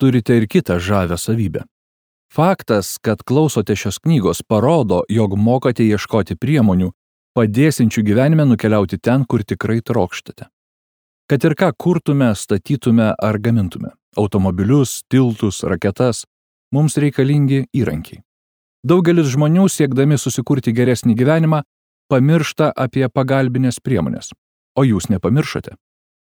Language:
Lithuanian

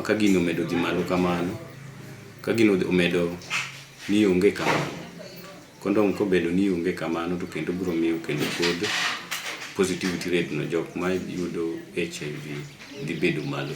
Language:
Luo (Kenya and Tanzania)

